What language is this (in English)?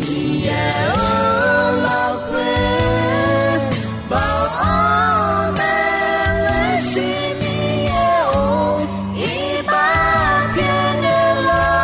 Akha